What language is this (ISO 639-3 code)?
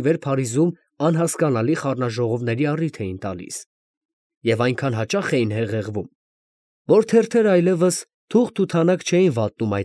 hye